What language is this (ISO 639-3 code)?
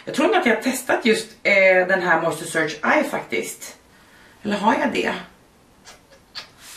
swe